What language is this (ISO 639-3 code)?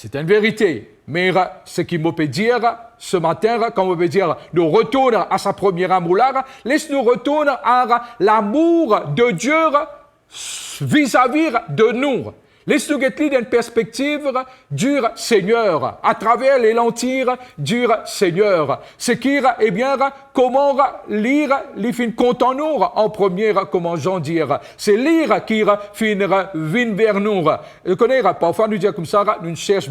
mfe